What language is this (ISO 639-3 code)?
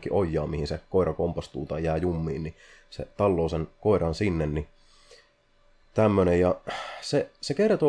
fin